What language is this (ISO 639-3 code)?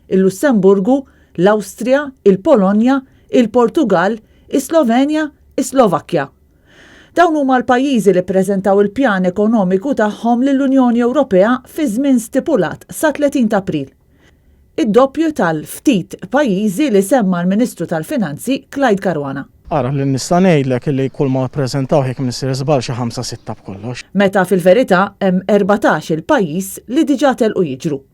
mlt